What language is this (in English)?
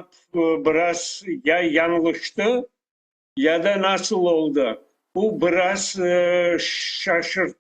Crimean Tatar